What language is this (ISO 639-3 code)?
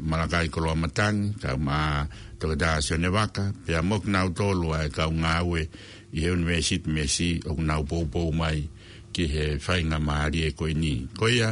ton